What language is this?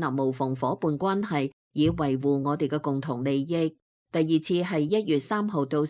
Cantonese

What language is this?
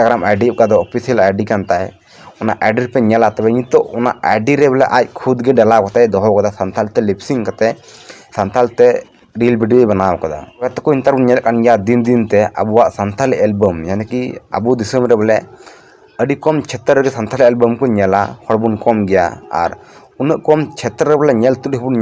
Santali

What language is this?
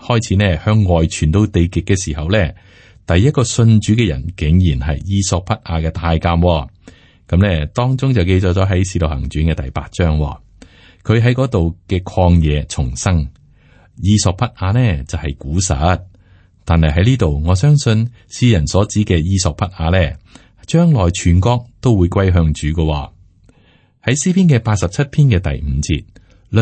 Cantonese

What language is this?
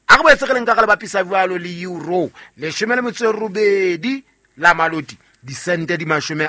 Southern Sotho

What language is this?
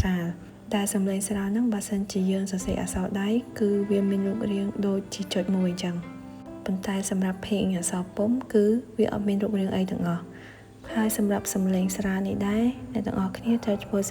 Khmer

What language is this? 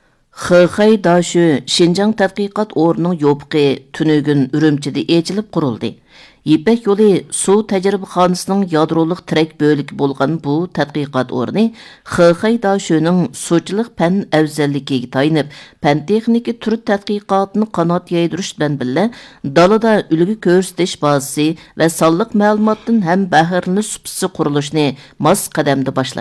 Uyghur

